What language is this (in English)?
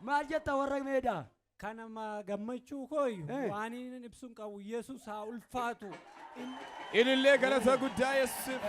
Oromo